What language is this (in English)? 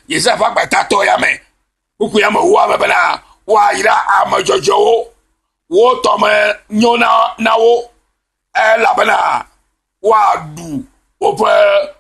Ewe